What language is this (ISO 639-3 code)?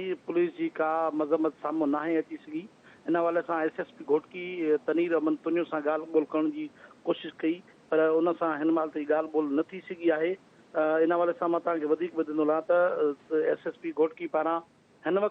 snd